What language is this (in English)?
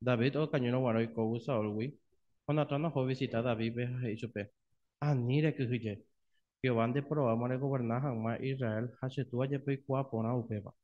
Guarani